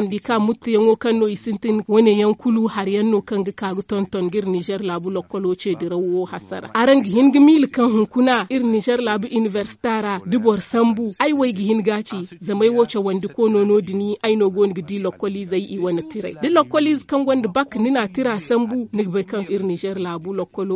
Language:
Zarma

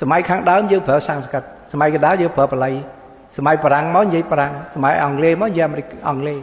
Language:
Khmer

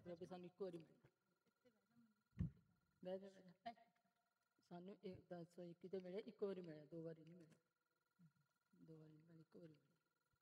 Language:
Punjabi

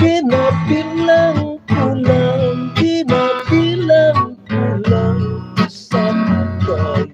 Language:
Hiligaynon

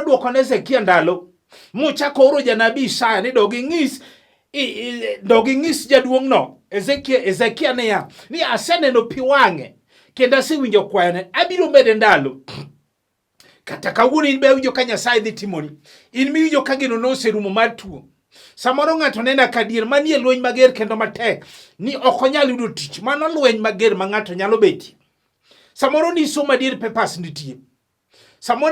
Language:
Luo (Kenya and Tanzania)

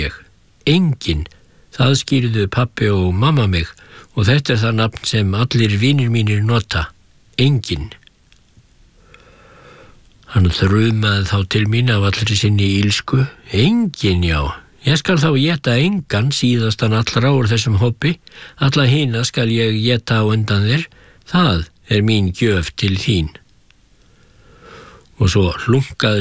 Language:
Icelandic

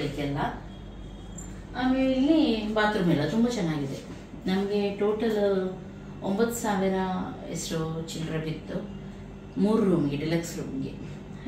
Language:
Kannada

